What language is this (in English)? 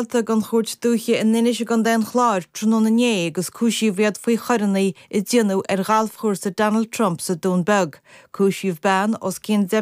Irish